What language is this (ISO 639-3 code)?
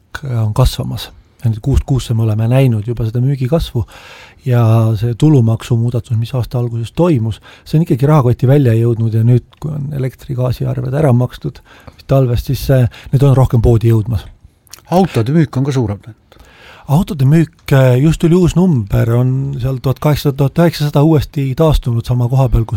est